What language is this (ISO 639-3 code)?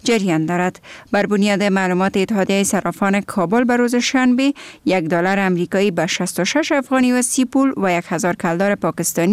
fas